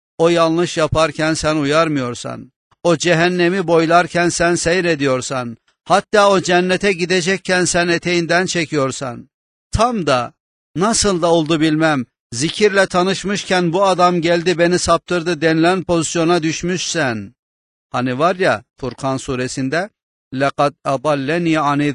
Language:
Turkish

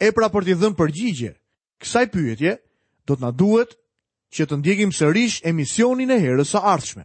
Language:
Albanian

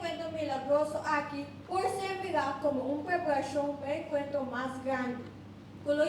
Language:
Papiamento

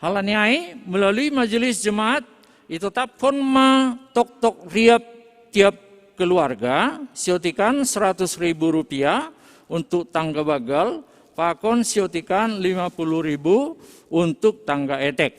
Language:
Batak Simalungun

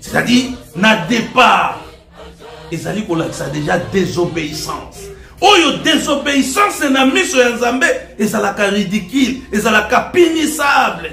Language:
Lingala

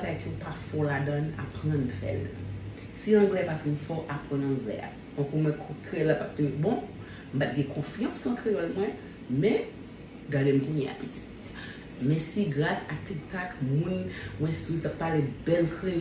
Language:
Haitian Creole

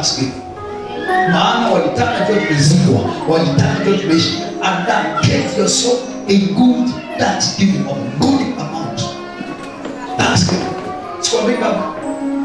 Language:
Swahili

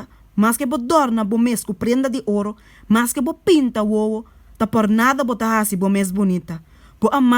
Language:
Papiamento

